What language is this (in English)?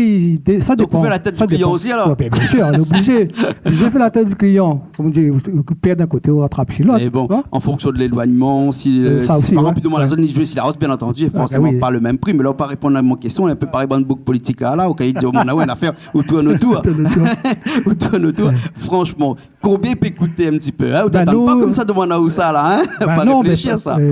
Réunion Creole French